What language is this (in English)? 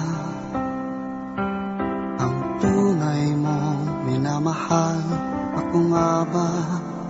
Filipino